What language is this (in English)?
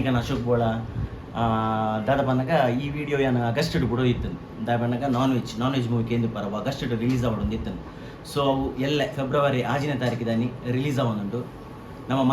Tulu